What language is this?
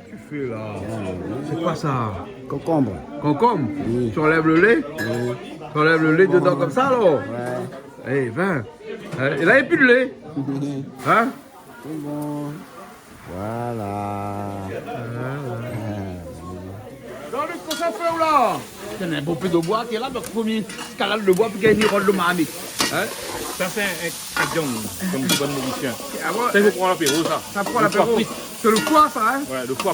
Réunion Creole French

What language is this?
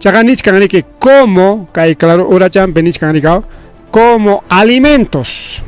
Ayacucho Quechua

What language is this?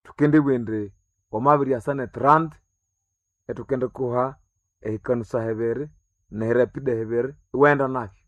Nande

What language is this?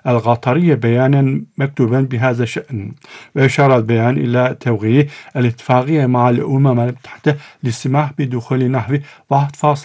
Arabic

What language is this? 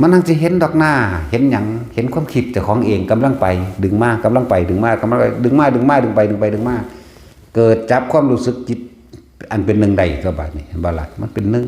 Northeastern Thai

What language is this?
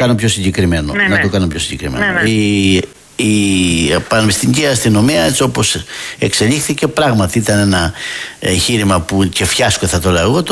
Greek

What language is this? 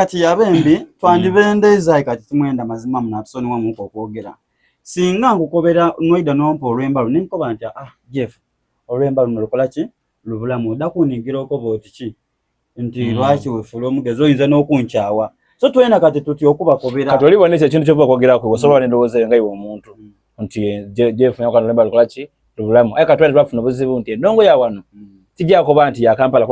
Soga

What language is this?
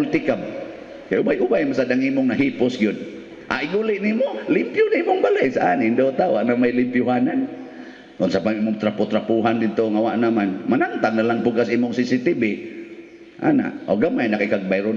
Cebuano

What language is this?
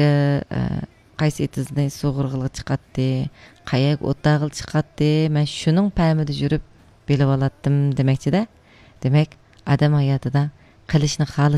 Uyghur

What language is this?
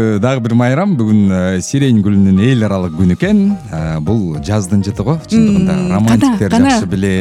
Kyrgyz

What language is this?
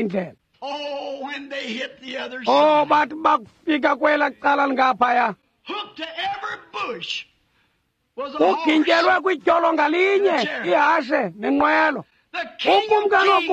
Xhosa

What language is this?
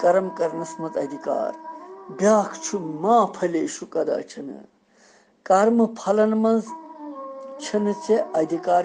Kashmiri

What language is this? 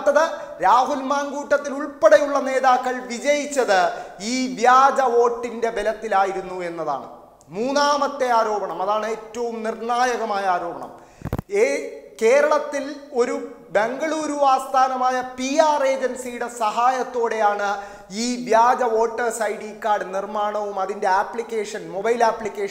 Malayalam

